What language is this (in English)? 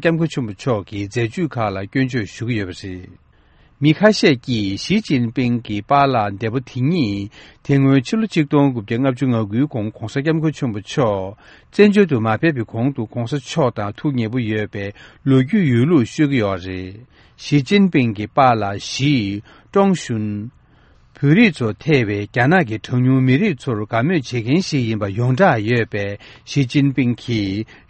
Tibetan